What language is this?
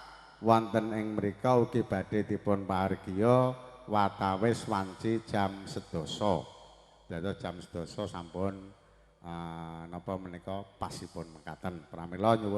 Javanese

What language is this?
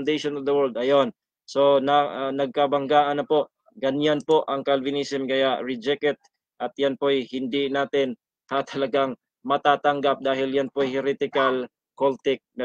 Filipino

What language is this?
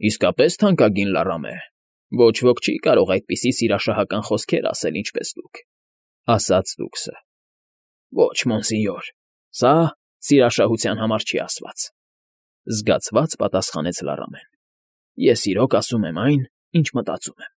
Armenian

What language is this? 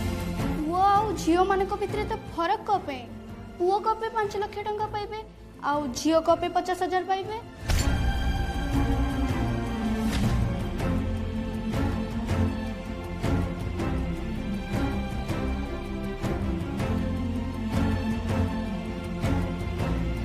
Odia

